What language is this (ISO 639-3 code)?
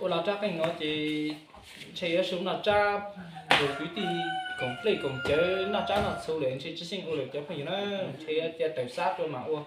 hmn